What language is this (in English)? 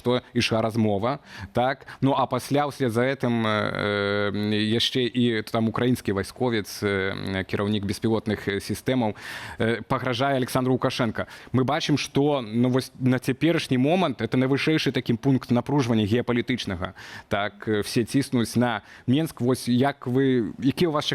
Belarusian